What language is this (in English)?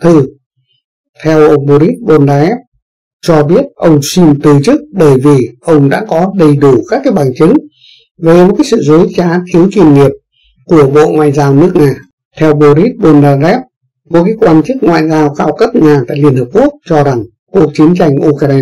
Vietnamese